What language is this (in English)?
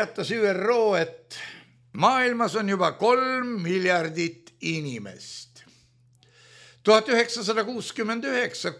Estonian